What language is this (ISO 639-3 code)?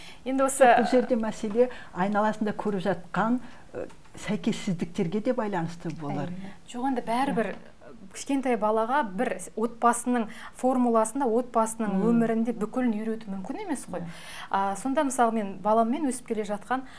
kaz